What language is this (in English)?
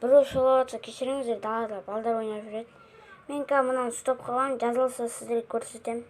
Kazakh